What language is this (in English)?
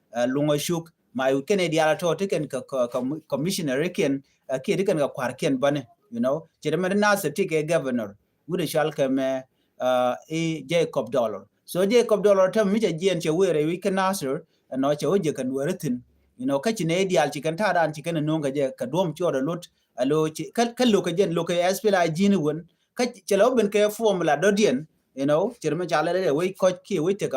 Nuer